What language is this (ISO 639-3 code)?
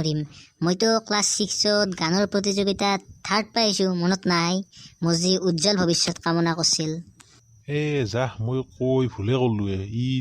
asm